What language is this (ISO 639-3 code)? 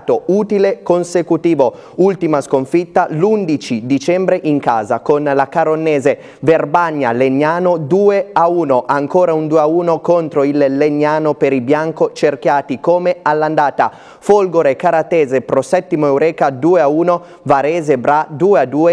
ita